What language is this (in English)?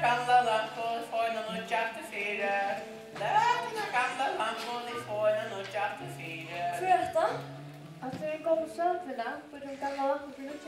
Faroese